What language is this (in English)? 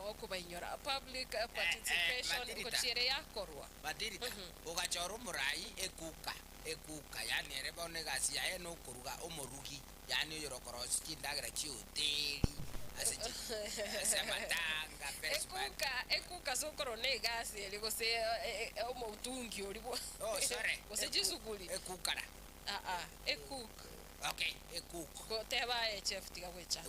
Gusii